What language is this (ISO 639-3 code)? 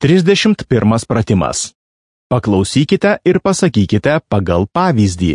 lit